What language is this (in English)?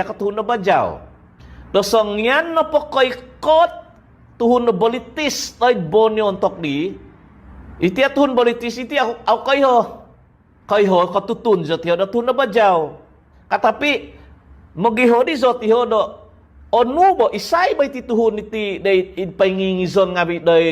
Central Dusun